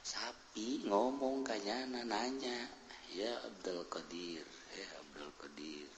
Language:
Sundanese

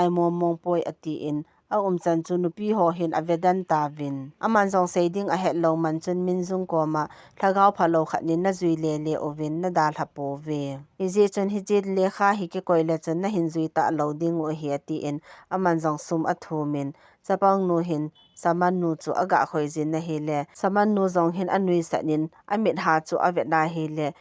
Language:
Thado Chin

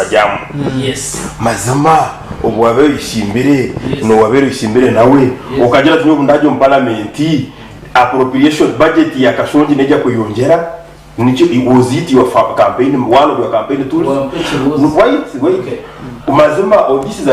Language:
Nyankole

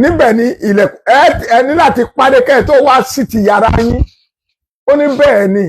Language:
Yoruba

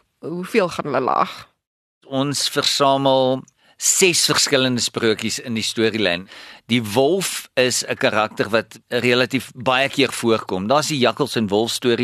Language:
Afrikaans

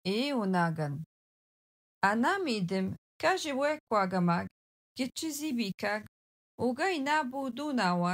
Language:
Algonquin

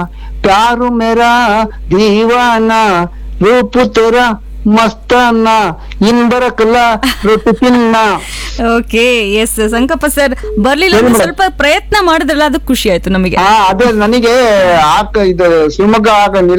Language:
Kannada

